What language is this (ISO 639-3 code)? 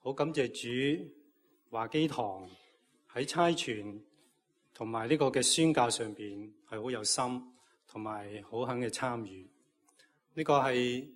yue